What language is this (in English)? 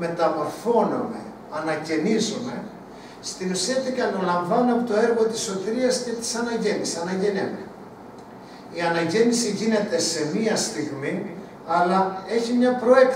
Greek